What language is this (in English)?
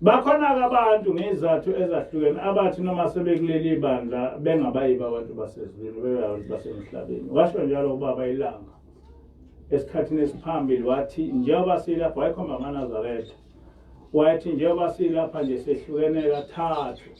Zulu